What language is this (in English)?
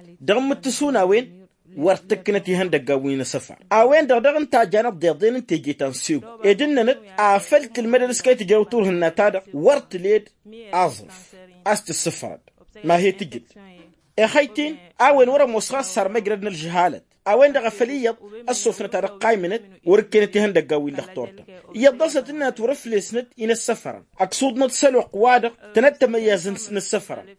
Tamasheq